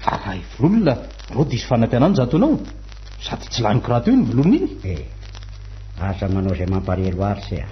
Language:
Malagasy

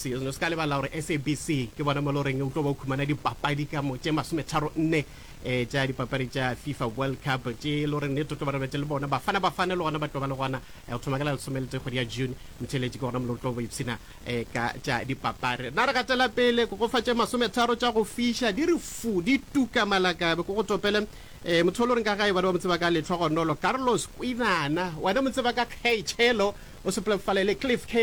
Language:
Northern Sotho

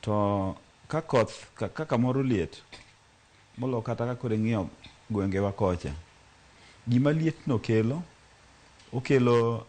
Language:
Luo (Kenya and Tanzania)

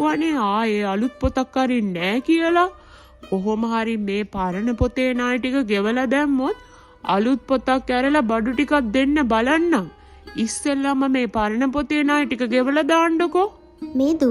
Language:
Sinhala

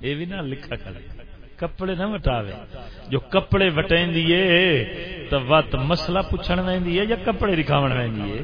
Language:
Saraiki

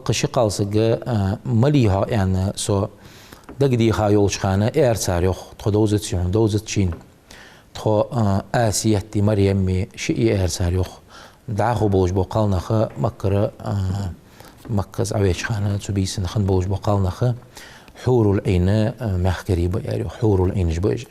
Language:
Ingush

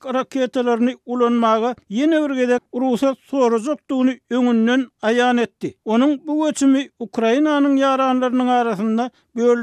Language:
Turkmen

